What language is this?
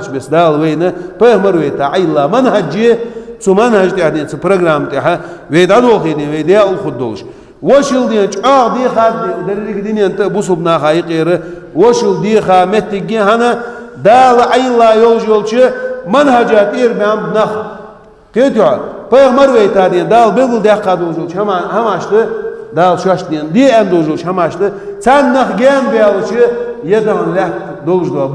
Ingush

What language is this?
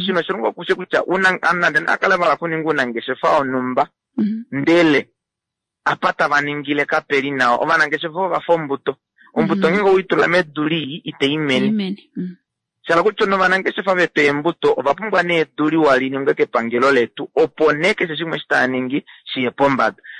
Kuanyama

